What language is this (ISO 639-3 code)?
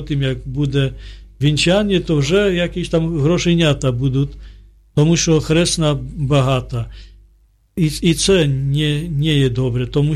ukr